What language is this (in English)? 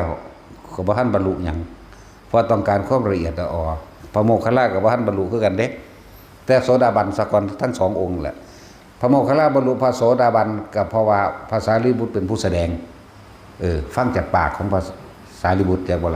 Northeastern Thai